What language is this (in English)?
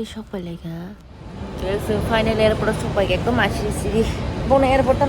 Kok Borok